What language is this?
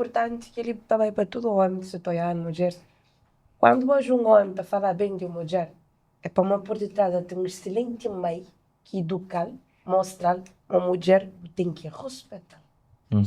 Kabuverdianu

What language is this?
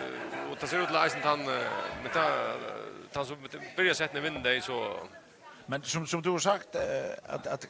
Faroese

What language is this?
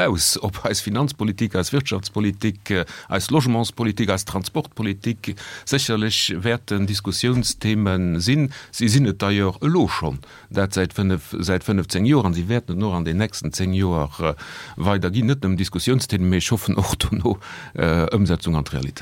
Luxembourgish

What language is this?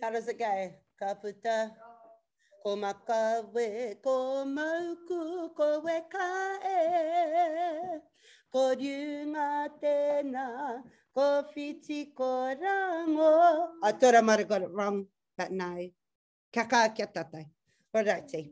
Māori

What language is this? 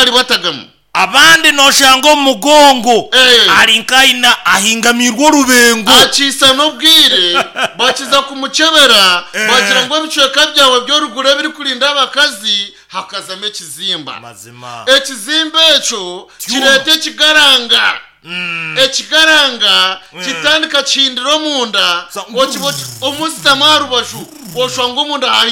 Nyankole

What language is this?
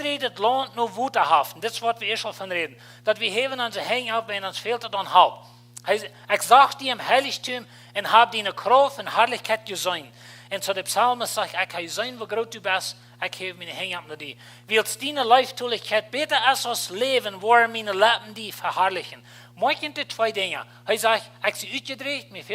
Plautdietsch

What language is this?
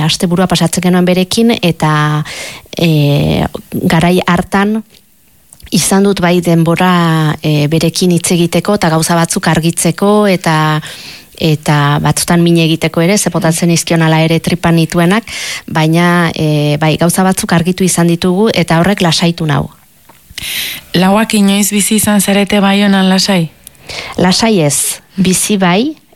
Basque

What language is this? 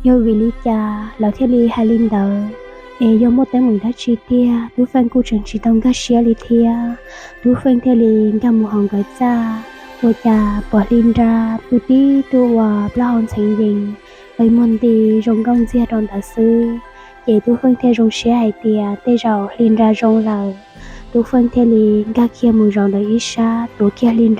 Hmong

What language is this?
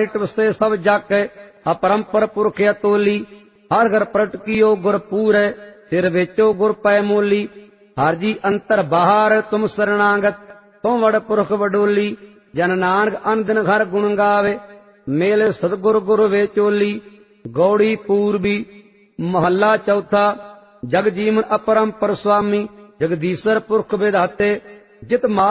Punjabi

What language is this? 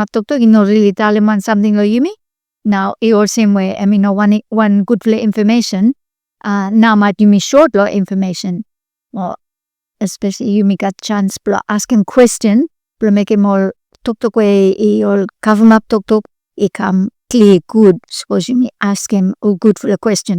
Bislama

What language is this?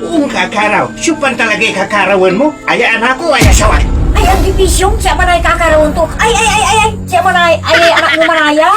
Pangasinan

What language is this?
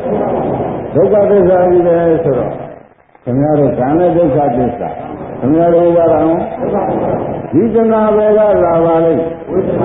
Burmese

